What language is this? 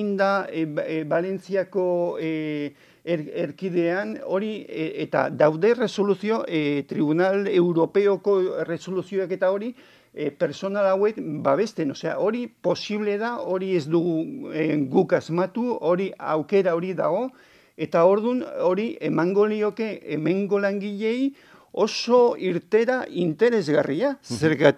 Basque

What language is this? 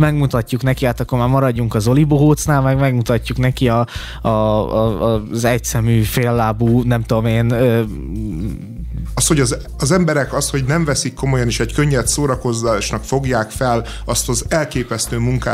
Hungarian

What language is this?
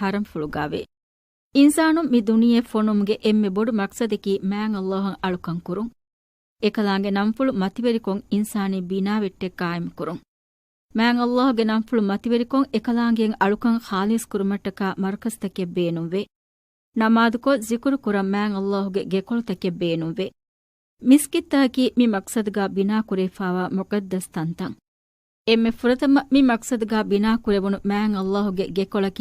Divehi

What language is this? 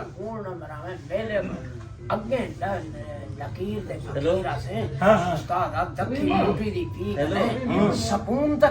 Saraiki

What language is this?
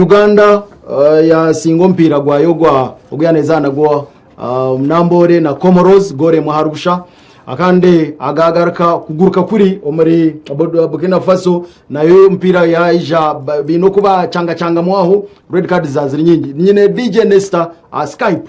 Nyankole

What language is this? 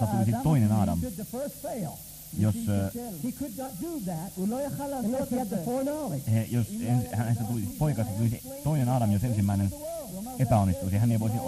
Finnish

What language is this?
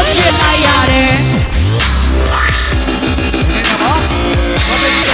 Burmese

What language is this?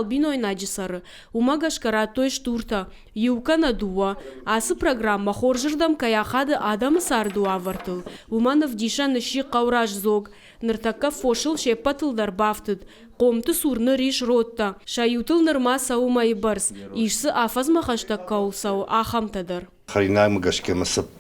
Ossetic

